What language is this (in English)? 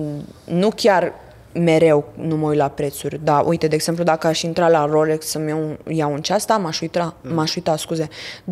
Romanian